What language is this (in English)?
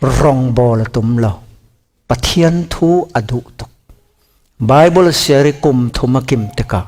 Falam Chin